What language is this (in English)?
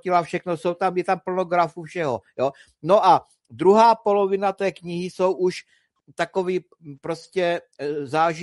Czech